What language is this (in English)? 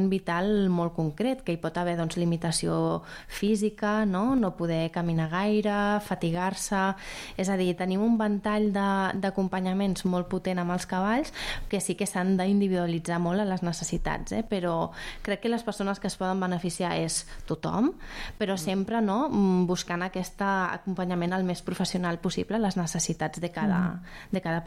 Catalan